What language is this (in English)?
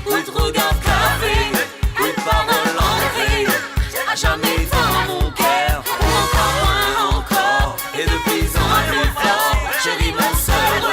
Morisyen